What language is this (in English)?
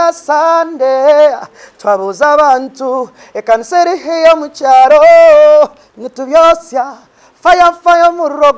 Nyankole